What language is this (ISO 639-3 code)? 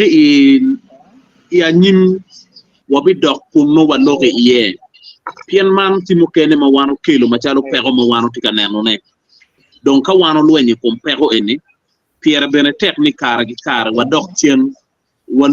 ach